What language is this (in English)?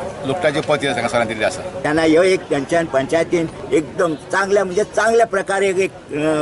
Konkani